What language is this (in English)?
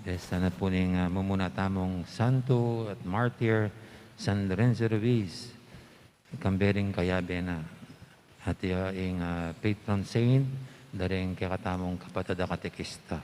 Pampanga